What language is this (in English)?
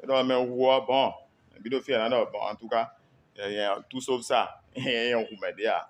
Fon